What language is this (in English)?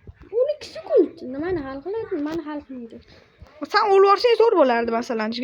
Uzbek